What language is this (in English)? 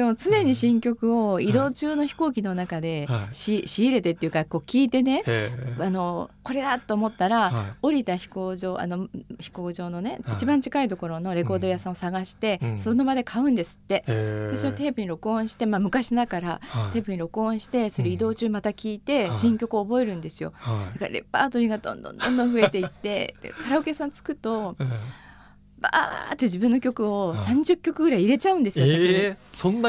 Japanese